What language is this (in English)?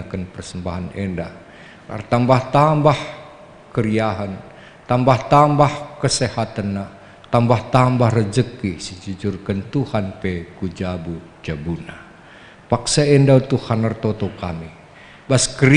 Batak Karo